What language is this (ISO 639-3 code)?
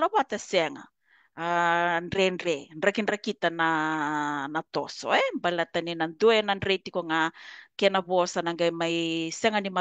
fij